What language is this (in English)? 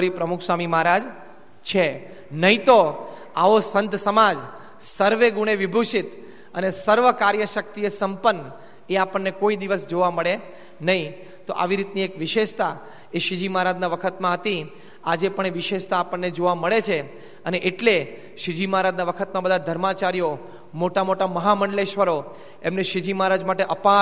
Gujarati